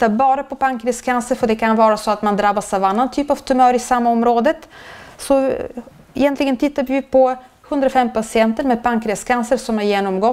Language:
Swedish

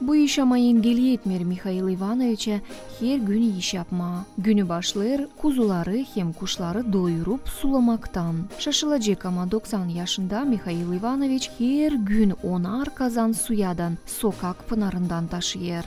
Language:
Gagauz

